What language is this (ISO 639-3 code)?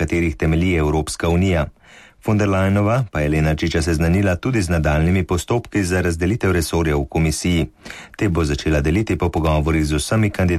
slv